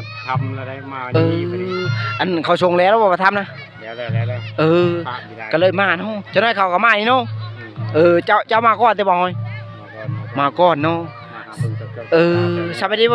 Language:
Lao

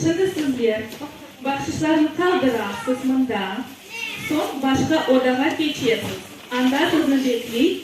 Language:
Crimean Tatar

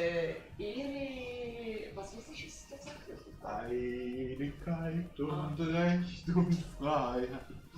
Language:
Swiss German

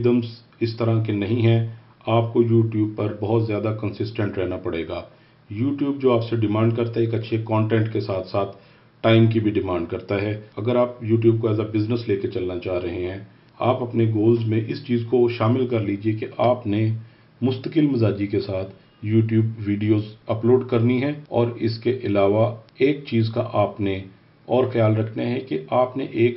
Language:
Urdu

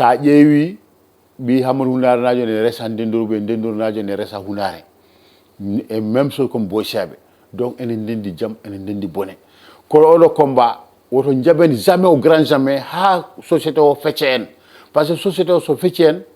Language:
Fula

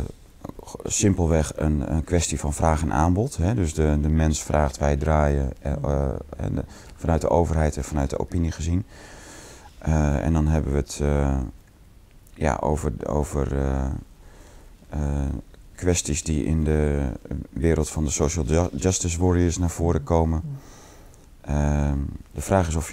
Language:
Dutch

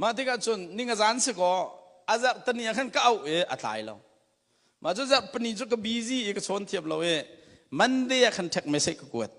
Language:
Hakha Chin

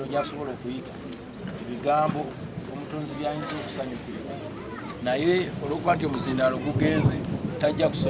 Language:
Ganda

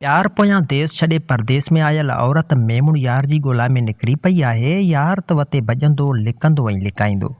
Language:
Sindhi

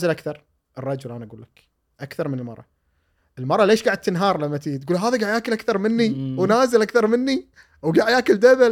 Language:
Gulf Arabic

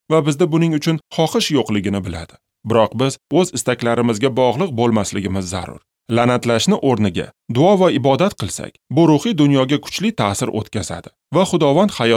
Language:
Uzbek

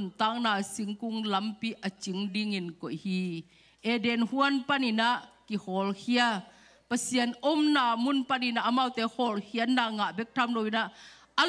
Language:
Tedim Chin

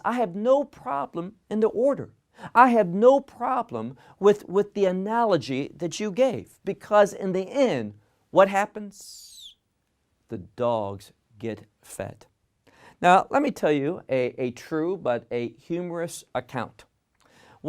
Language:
English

